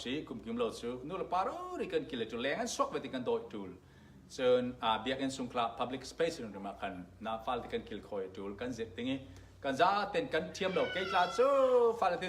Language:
Falam Chin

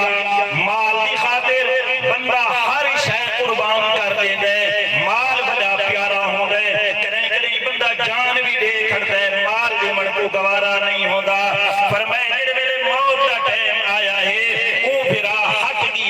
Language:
Saraiki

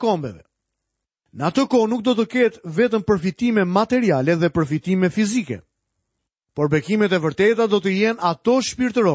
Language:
Albanian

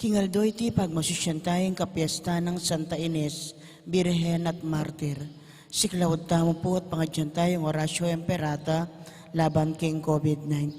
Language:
Pampanga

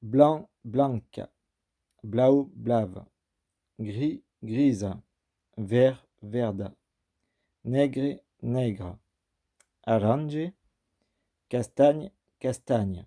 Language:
Occitan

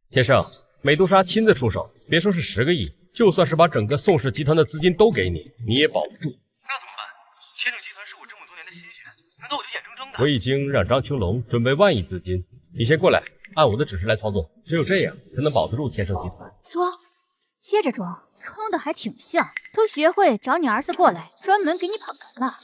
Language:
Chinese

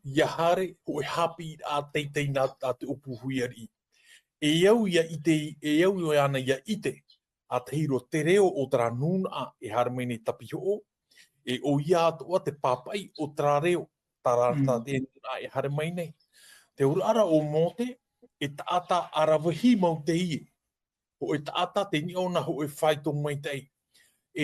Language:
Tahitian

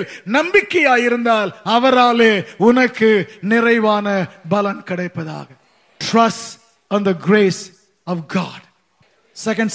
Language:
Tamil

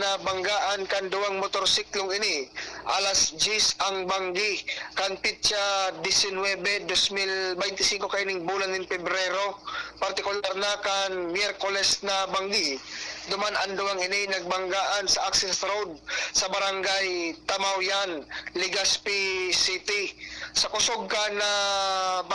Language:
Bikol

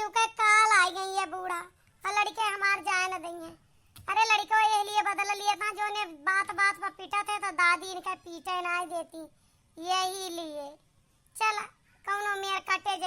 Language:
Awadhi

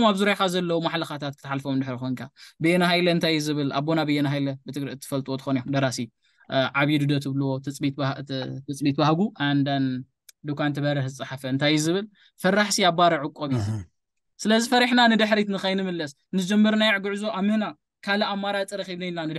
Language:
Tigrinya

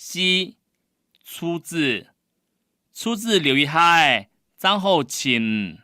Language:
Hakka Chinese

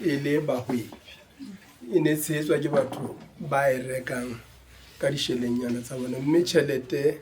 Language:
Southern Sotho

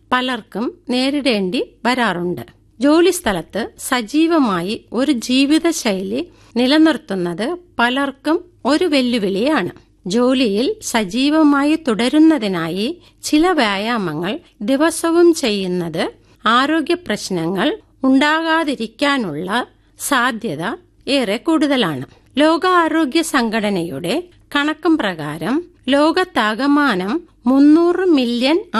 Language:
Malayalam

